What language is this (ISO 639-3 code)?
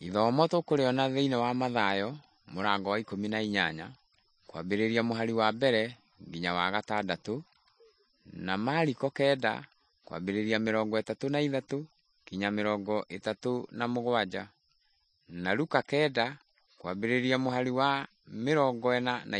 kik